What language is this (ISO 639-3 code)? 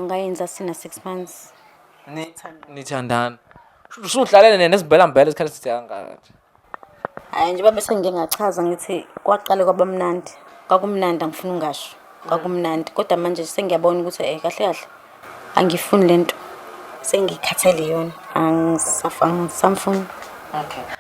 zul